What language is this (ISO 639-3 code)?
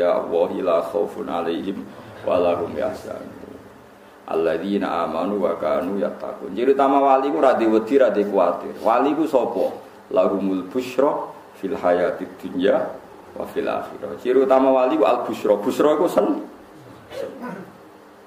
jav